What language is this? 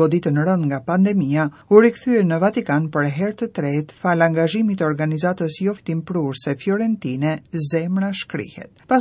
Albanian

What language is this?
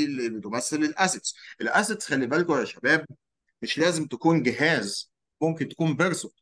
Egyptian Arabic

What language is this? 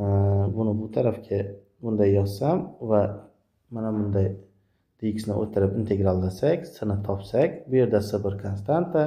Uzbek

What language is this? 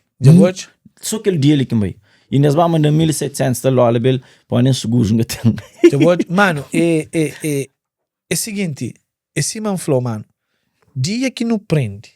Kabuverdianu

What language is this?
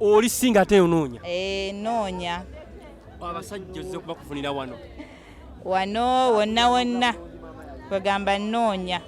Ganda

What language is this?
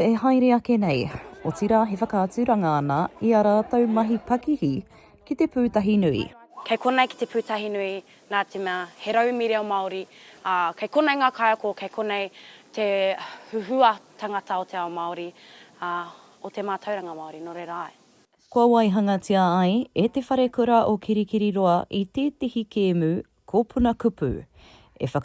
Māori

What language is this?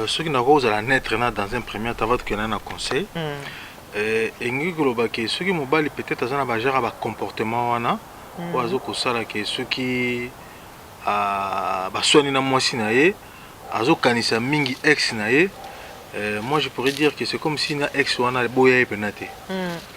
Lingala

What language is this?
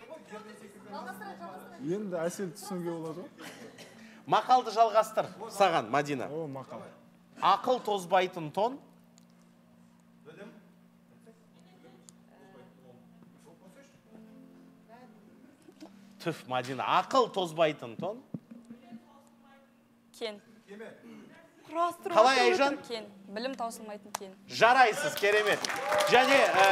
Kazakh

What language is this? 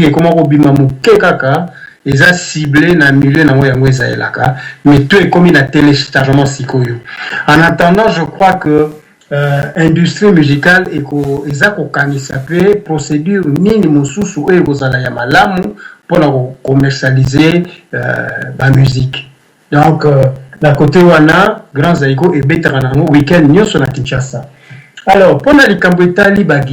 Lingala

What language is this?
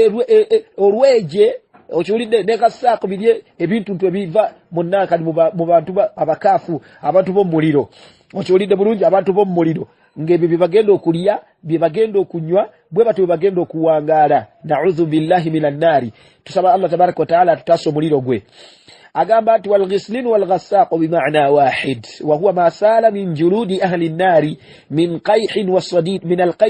Ganda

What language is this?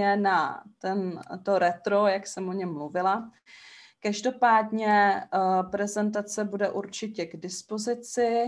Czech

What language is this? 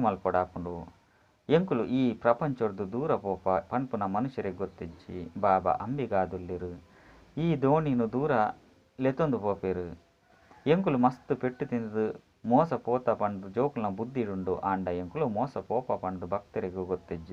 Tulu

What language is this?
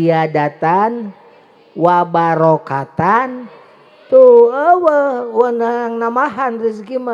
Sundanese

